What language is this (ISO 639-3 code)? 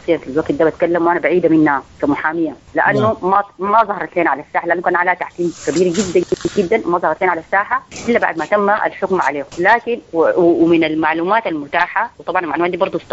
apd